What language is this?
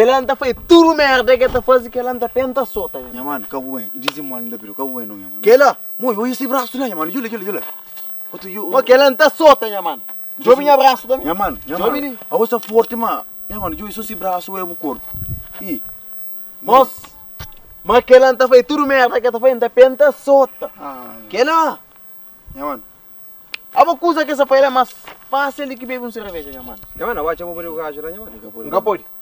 Kabuverdianu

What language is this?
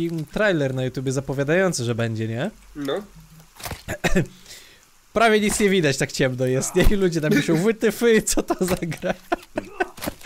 Polish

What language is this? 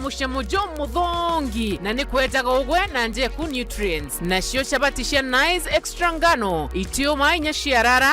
Meru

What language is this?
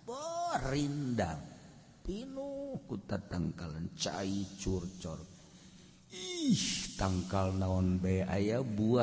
Sundanese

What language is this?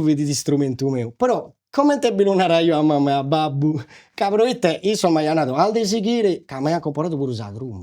Sardinian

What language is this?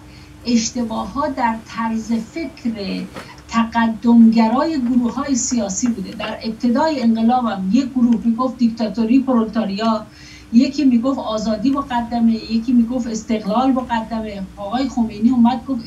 Persian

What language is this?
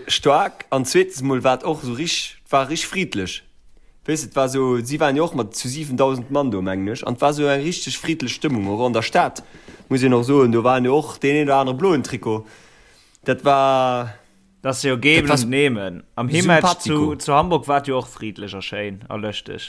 Luxembourgish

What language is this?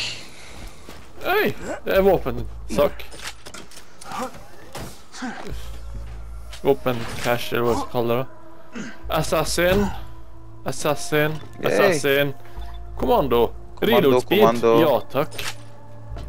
Norwegian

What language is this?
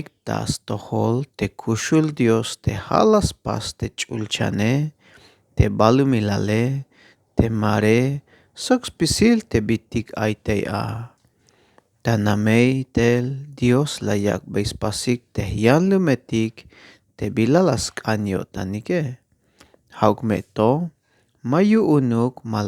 Tzeltal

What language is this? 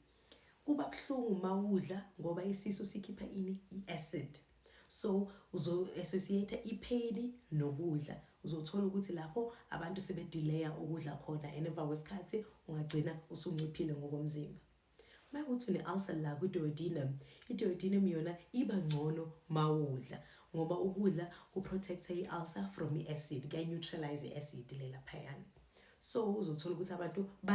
Zulu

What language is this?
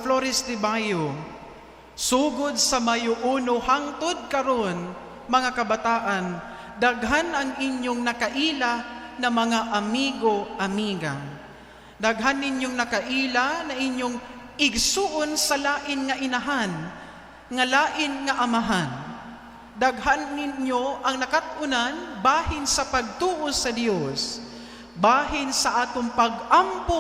Cebuano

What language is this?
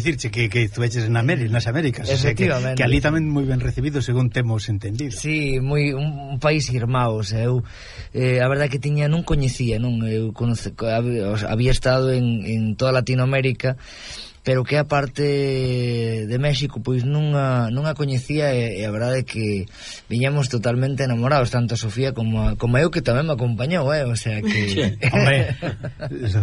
Galician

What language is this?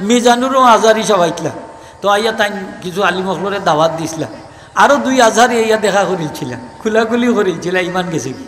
Sylheti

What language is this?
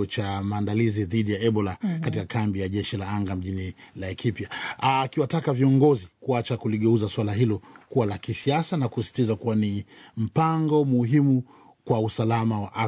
Swahili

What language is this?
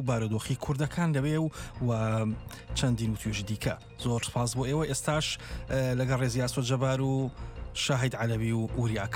Central Kurdish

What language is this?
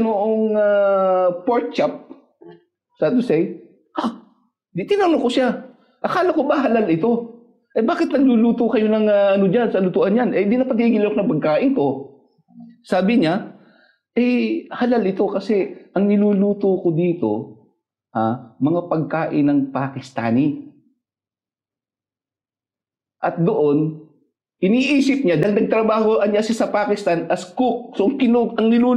Filipino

